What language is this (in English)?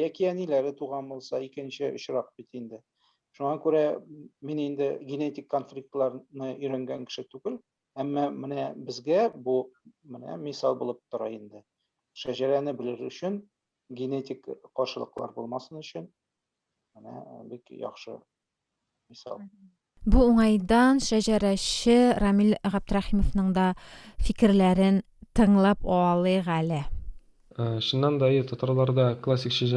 Tatar